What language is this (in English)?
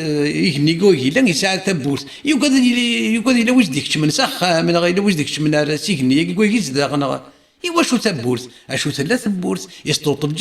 Kabyle